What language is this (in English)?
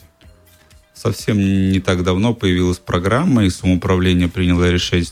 Russian